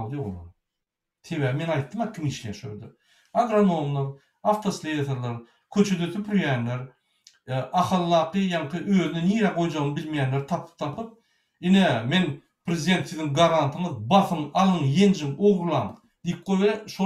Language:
Turkmen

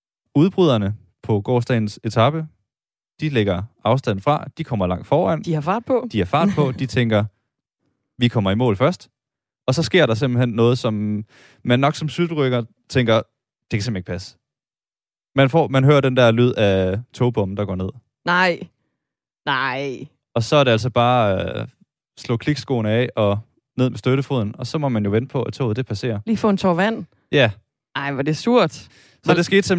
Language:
Danish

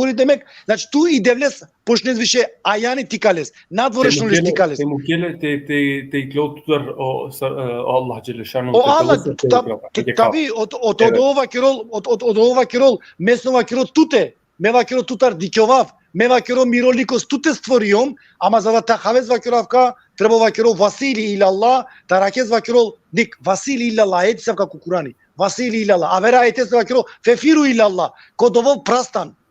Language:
Balkan Romani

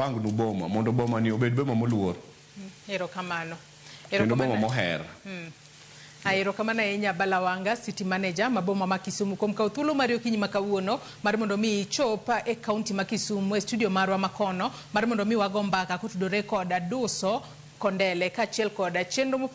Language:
Luo (Kenya and Tanzania)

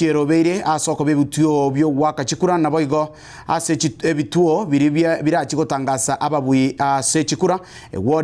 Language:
Gusii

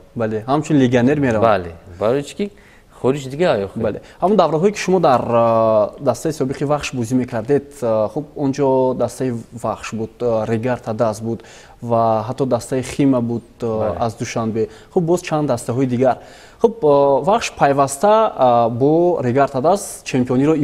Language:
Tajik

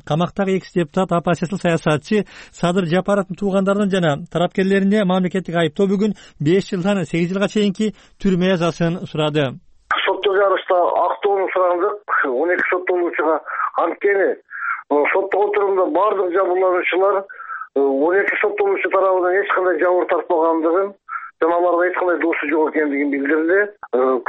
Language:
Kyrgyz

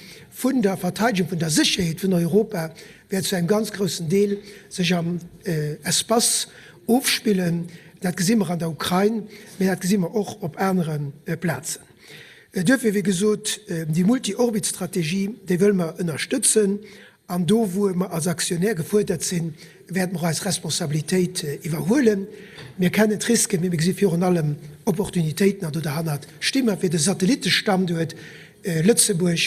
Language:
Luxembourgish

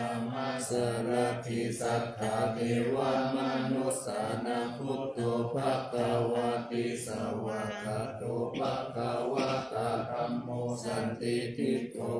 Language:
Pali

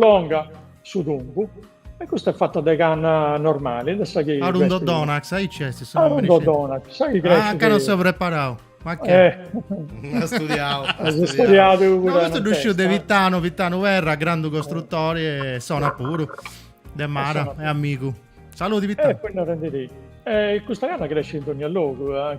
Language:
Sardinian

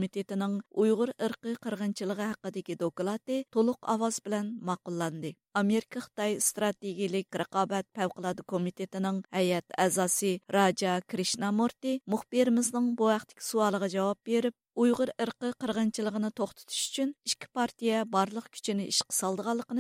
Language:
Uyghur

